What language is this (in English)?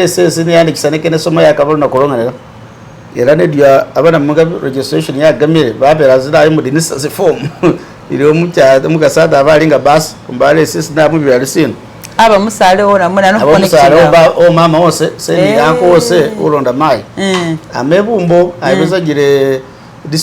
Masaaba